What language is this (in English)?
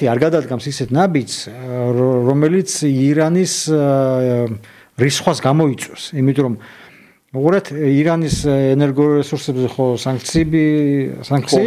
Georgian